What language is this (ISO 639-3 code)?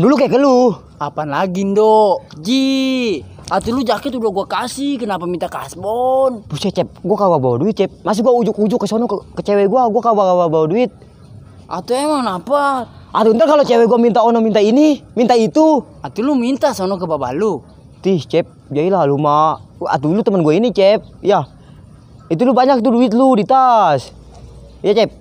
bew